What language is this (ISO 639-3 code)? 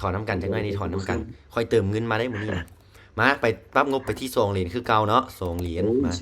lao